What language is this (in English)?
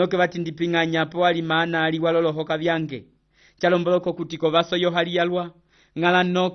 Umbundu